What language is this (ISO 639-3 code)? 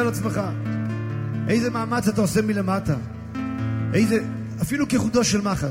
heb